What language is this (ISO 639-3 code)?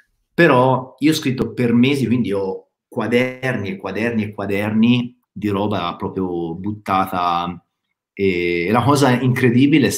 ita